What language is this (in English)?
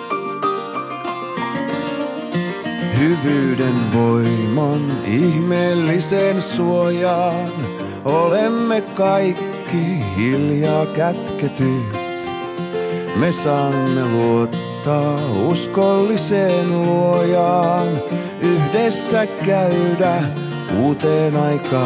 Finnish